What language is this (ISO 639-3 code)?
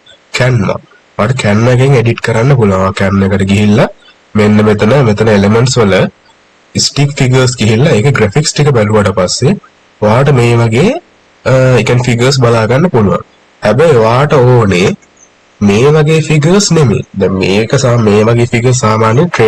sin